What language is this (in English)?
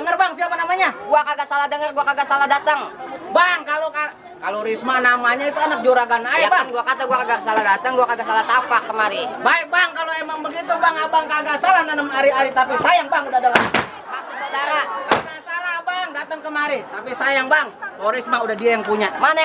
Betawi